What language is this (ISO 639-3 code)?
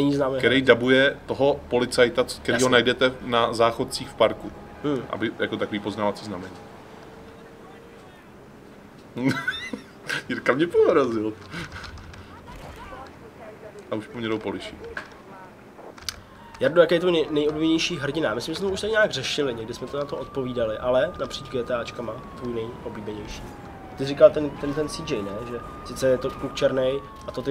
ces